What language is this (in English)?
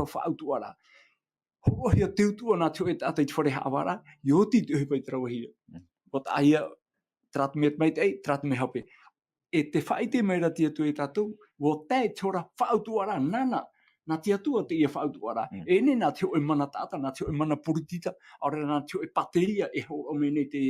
Tahitian